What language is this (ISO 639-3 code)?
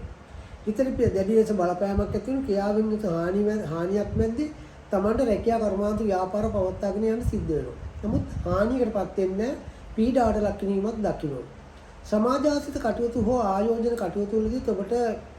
sin